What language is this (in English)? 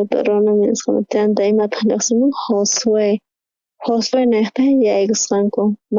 South Bolivian Quechua